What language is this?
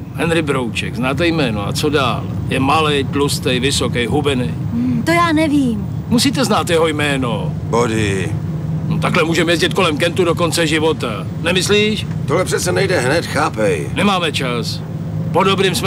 Czech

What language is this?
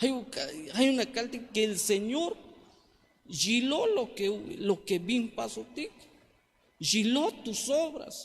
Tzeltal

